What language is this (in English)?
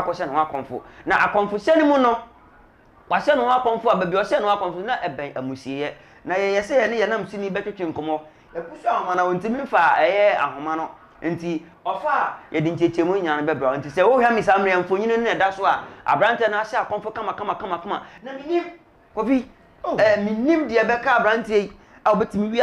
Akan